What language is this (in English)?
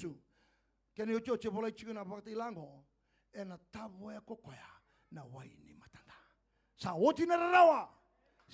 Fijian